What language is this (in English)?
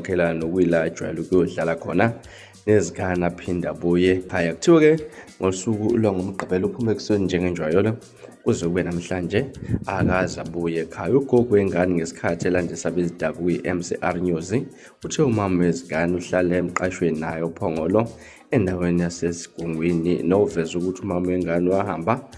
Zulu